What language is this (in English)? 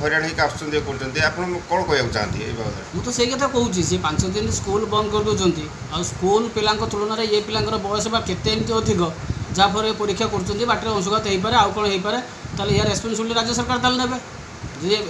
Odia